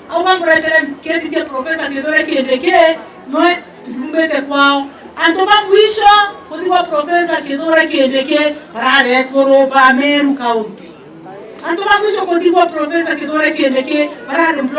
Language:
Meru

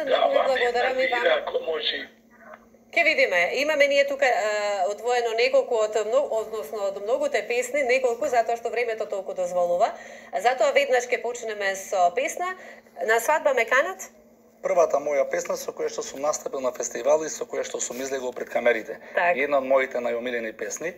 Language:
Macedonian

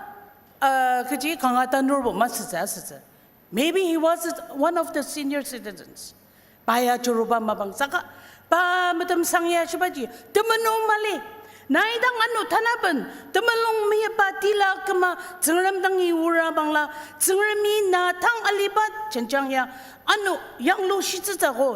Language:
Ao Naga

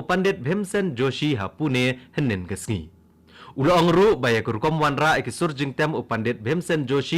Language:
Khasi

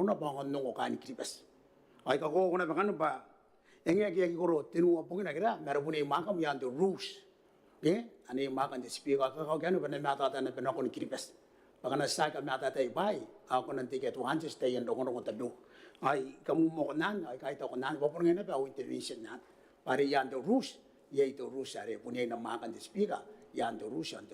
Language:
Gilbertese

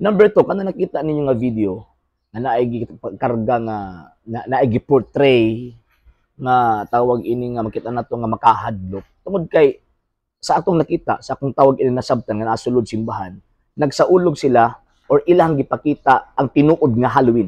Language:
Cebuano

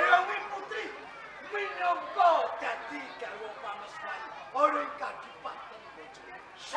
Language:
Javanese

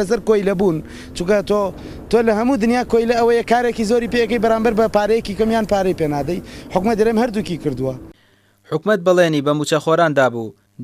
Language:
Central Kurdish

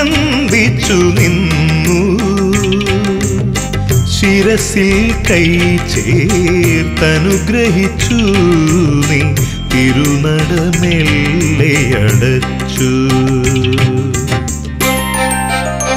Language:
Malayalam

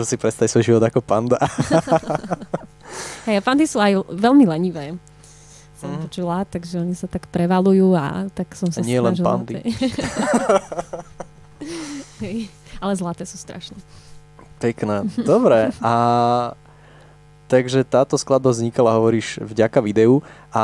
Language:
Slovak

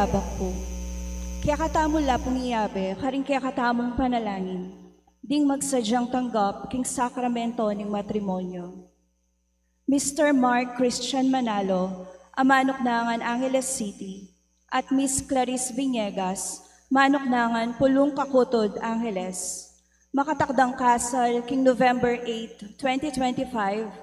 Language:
Pampanga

